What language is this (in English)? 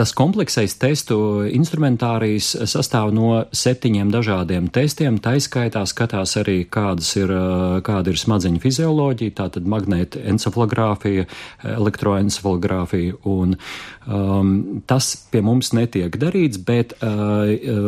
Latvian